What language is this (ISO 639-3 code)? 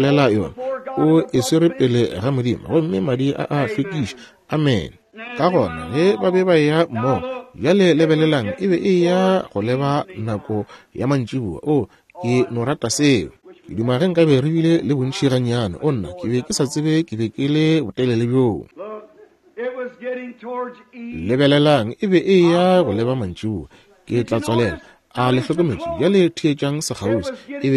nso